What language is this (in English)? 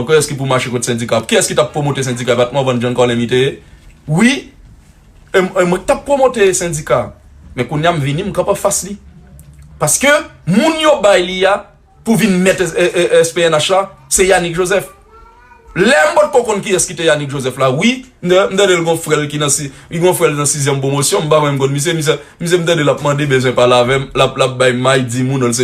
Haitian Creole